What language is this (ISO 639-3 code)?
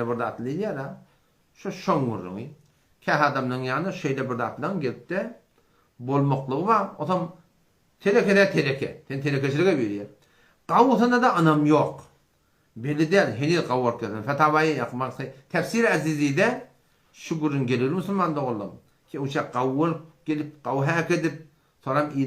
tuk